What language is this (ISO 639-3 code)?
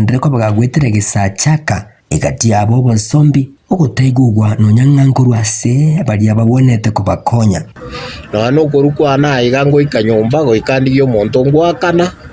guz